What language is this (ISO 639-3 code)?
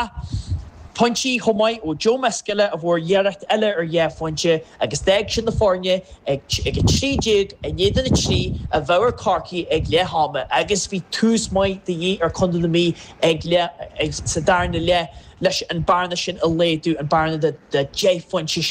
gle